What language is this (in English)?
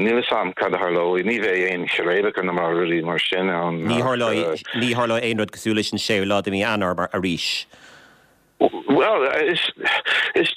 Irish